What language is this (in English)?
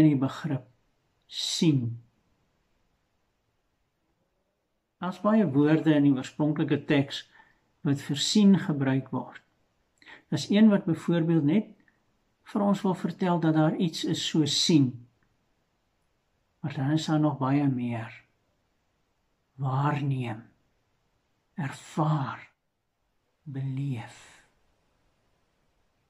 Afrikaans